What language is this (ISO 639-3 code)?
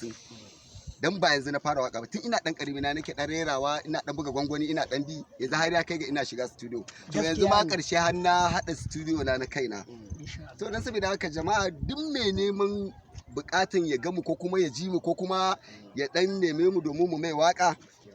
hau